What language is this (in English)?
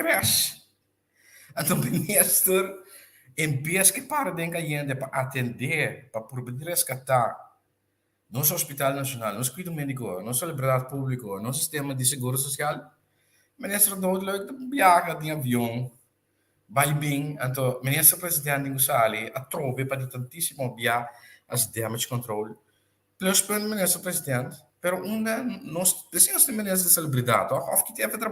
Papiamento